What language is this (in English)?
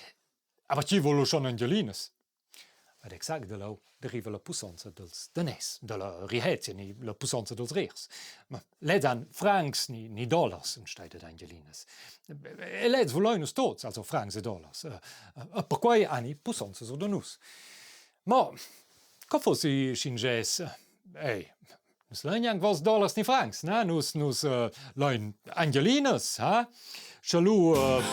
Romansh